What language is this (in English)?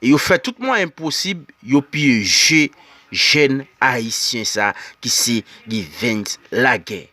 Haitian Creole